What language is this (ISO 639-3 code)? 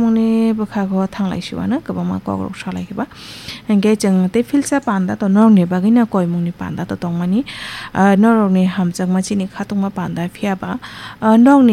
trp